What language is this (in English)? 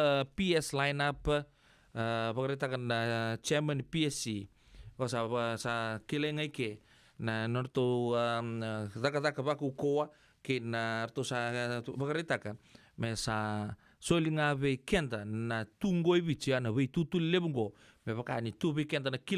Fijian